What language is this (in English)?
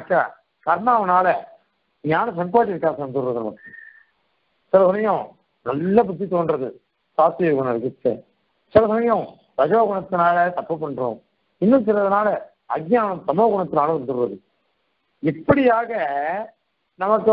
Tamil